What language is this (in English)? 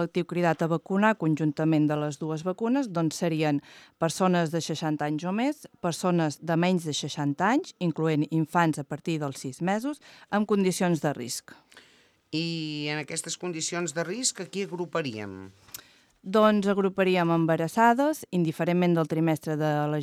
Catalan